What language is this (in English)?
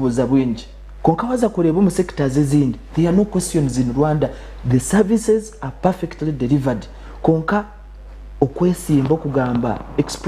Nyankole